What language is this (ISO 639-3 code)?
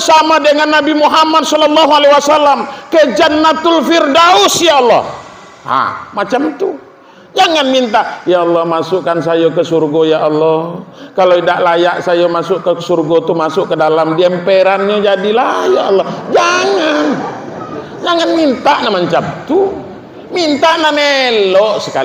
min